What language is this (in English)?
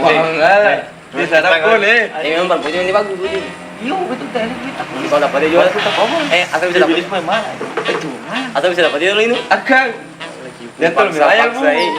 Ambonese Malay